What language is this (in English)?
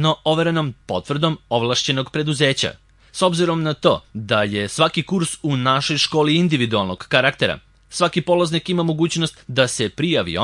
Serbian